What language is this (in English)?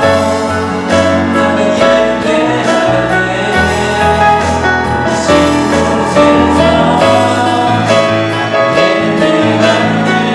Korean